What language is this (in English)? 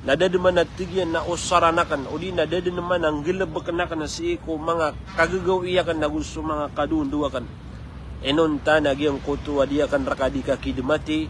Maranao